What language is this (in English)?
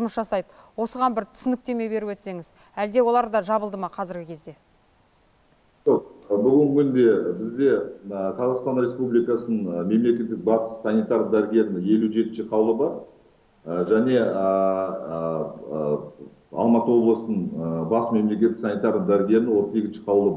Kazakh